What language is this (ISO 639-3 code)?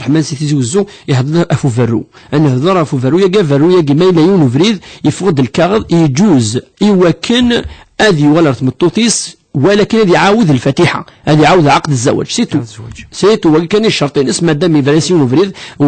kab